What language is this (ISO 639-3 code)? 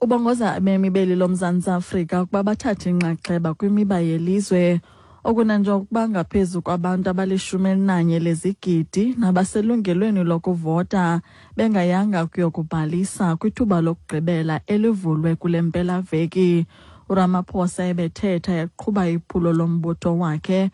xho